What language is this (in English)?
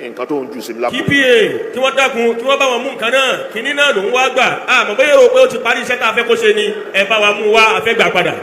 Yoruba